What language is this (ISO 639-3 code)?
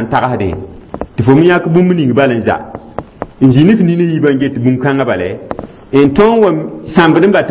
mos